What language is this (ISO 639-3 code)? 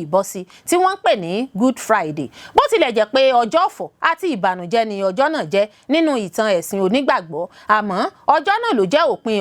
yor